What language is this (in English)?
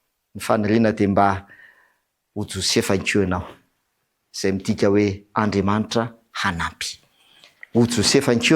Malagasy